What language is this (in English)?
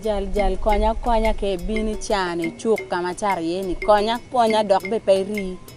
Acoli